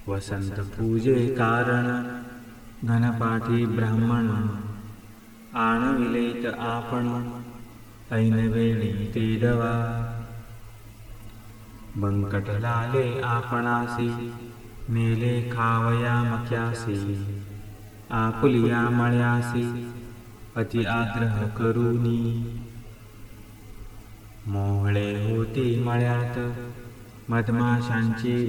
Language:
Marathi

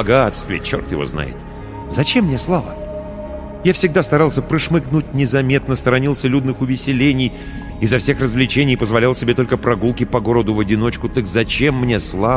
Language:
Russian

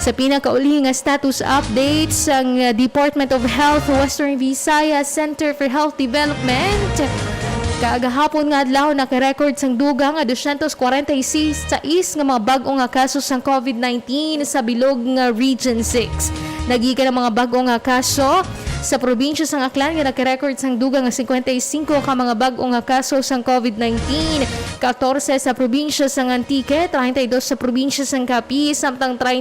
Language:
Hiligaynon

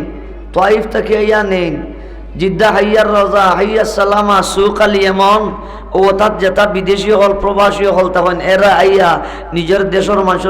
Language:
Sylheti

